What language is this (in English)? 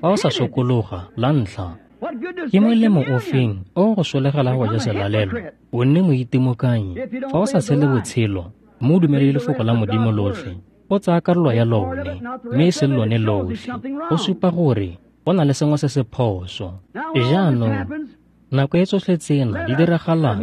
Tswana